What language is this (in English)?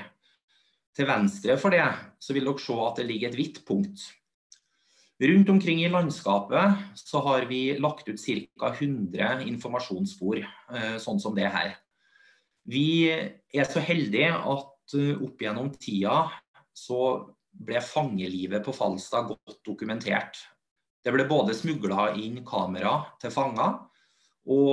Norwegian